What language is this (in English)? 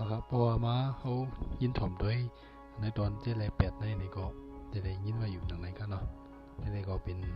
Shan